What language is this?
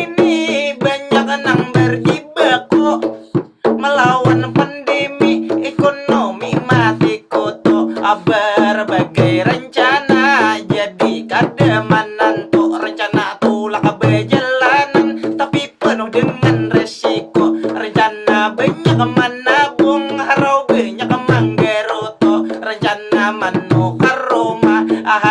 Banjar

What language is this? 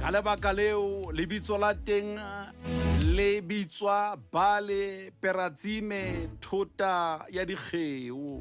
Southern Sotho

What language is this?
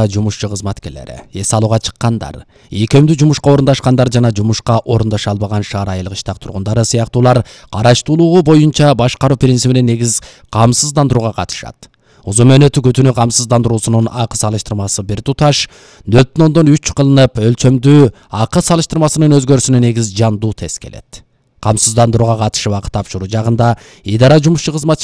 Kyrgyz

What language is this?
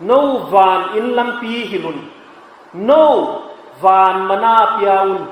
Paite Chin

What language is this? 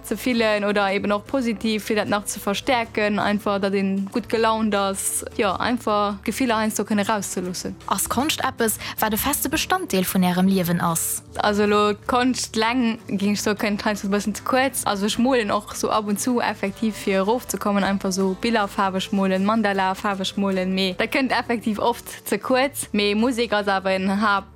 Luxembourgish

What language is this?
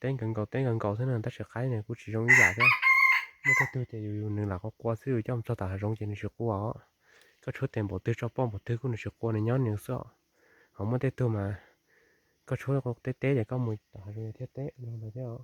Hmong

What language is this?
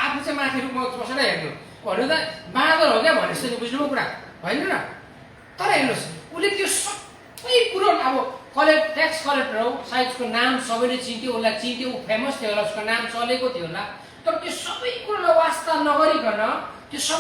Nepali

